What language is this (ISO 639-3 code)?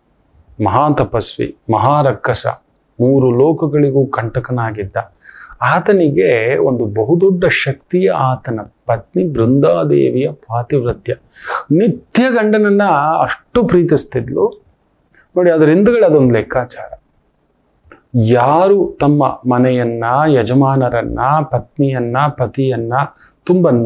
kan